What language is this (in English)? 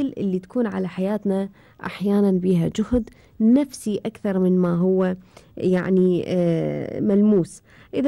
Gulf Arabic